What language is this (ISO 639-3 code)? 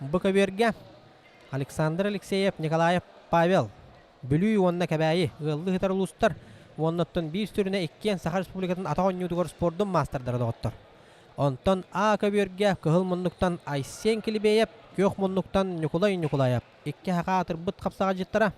sah